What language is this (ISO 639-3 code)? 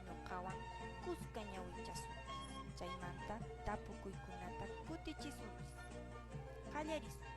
que